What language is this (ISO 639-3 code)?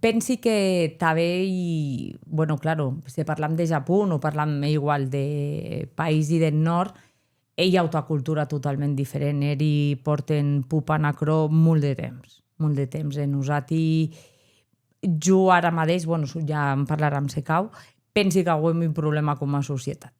oci